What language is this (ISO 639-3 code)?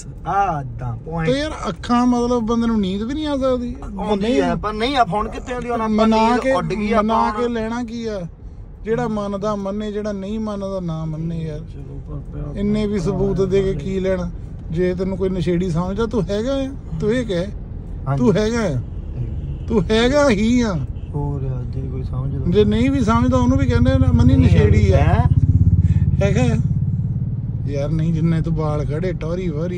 pan